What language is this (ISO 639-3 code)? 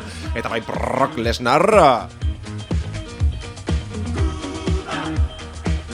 eus